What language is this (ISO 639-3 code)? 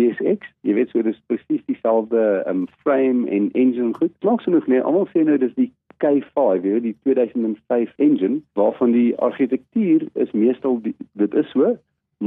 afr